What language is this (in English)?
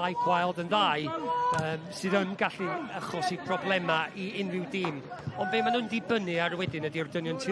Welsh